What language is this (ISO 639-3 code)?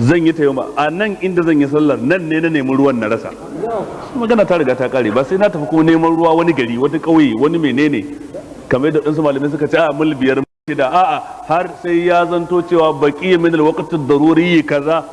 hau